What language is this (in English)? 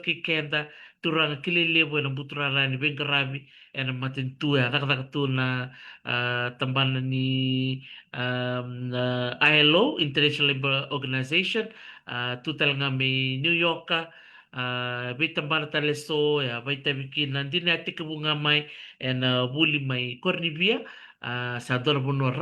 Fijian